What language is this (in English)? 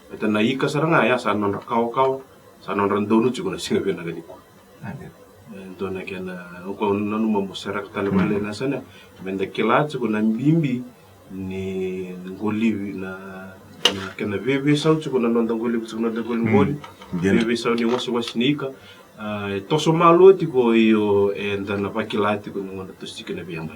Fijian